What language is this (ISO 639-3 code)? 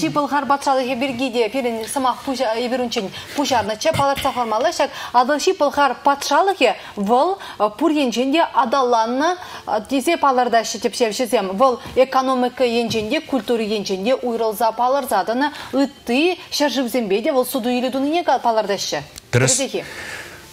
chv